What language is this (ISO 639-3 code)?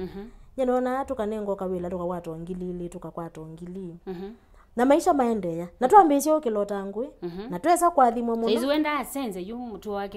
kam